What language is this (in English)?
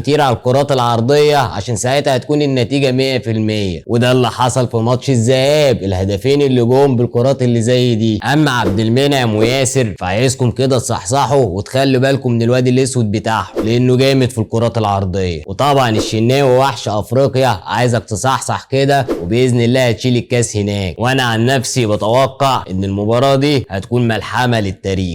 Egyptian Arabic